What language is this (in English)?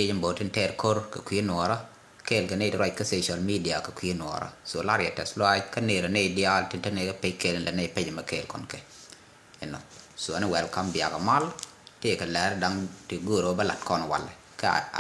Nuer